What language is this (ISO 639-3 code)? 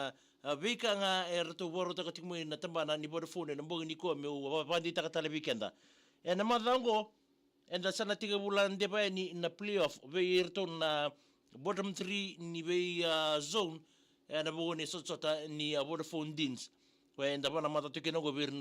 fij